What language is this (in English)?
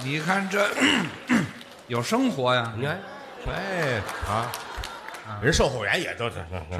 Chinese